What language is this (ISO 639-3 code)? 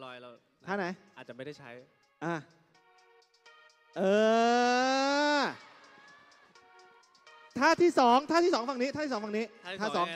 tha